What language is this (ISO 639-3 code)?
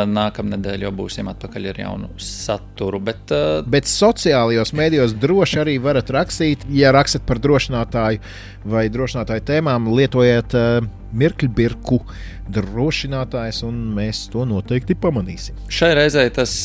lav